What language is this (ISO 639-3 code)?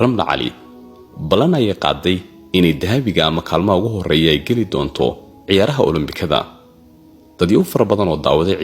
som